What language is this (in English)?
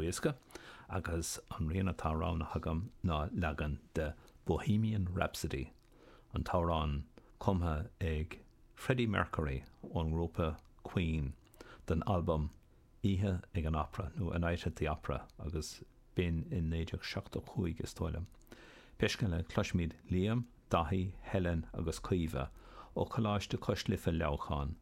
Irish